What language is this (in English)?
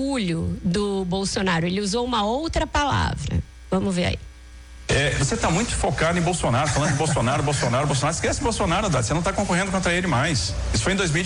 Portuguese